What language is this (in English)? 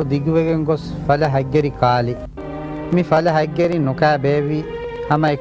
Divehi